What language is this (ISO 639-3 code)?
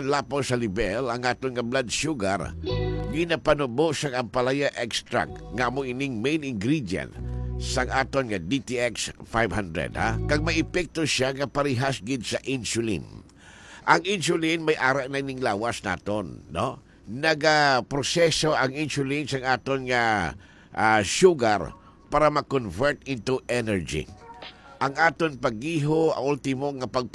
hil